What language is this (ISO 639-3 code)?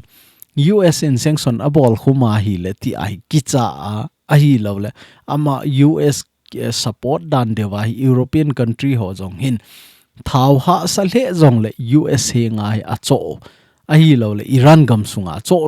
tcz